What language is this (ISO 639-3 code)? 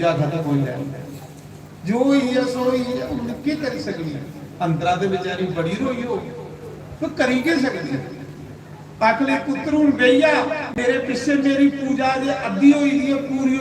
doi